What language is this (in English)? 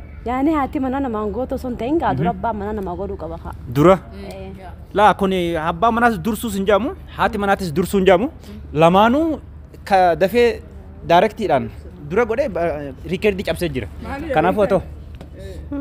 Oromo